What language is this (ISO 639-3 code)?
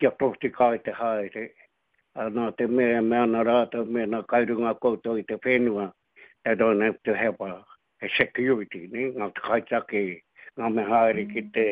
mri